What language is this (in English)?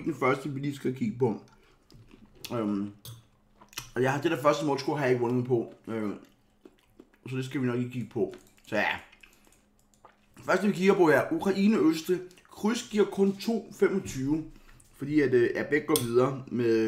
Danish